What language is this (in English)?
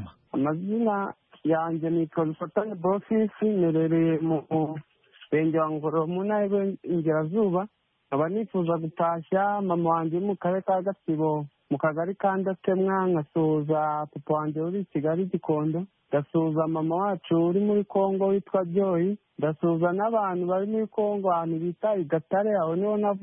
Kinyarwanda